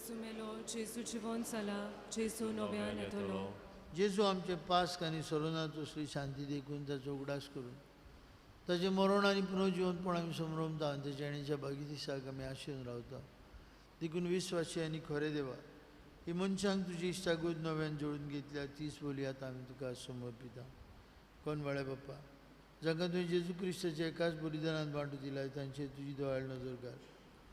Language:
Konkani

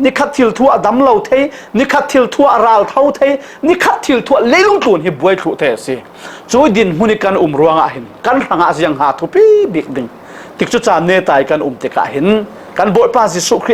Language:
Falam Chin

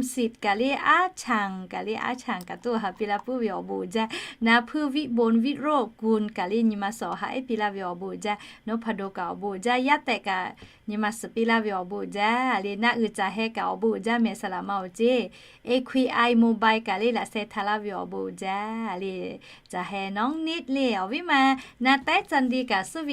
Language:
Lahu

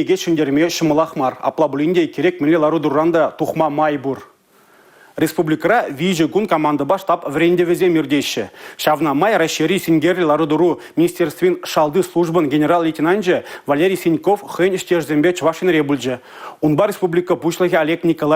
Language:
Chuvash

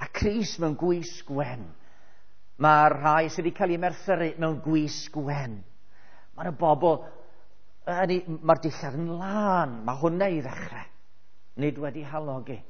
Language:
Welsh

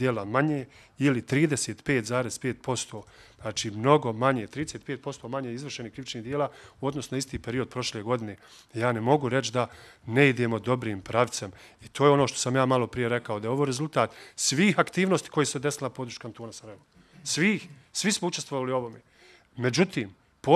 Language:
Bosnian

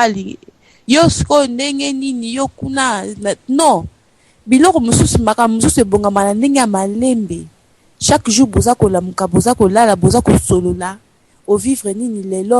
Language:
Lingala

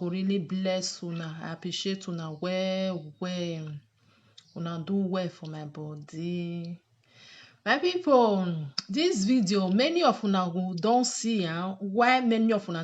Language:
Nigerian Pidgin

